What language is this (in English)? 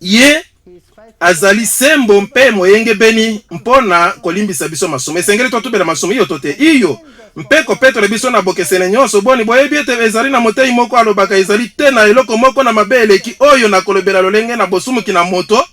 Lingala